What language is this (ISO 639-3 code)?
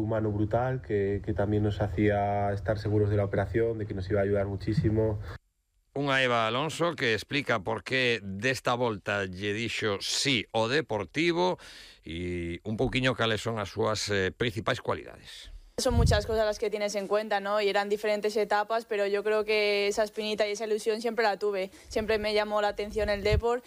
glg